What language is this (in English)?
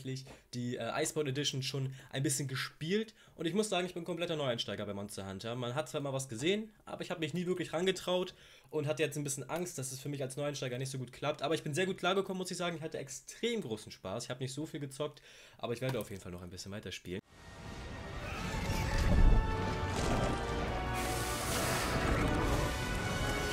German